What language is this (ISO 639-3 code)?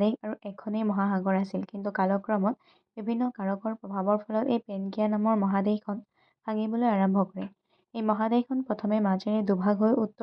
asm